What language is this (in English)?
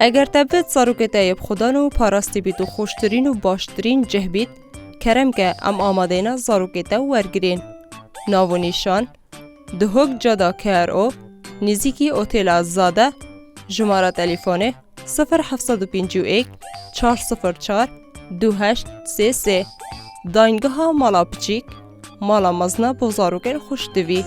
Kurdish